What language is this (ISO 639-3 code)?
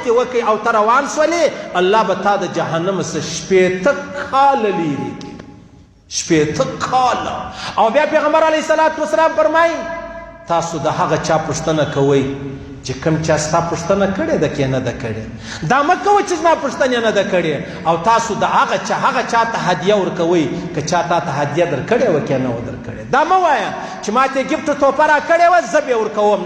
pus